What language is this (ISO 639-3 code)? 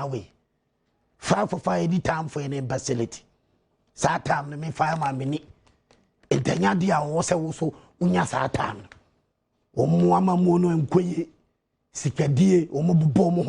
aka